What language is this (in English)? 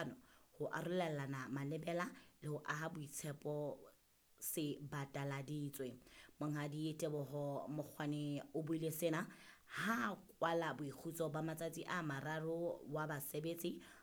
Southern Sotho